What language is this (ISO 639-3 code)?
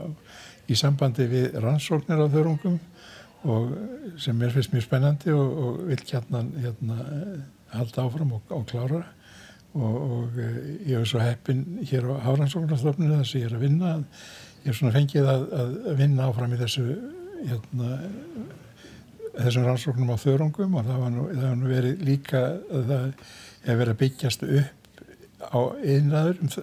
isl